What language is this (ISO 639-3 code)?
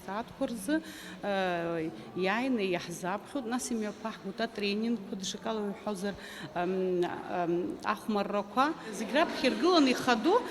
abk